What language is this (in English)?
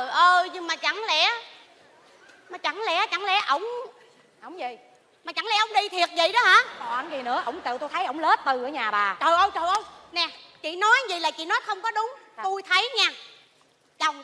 Vietnamese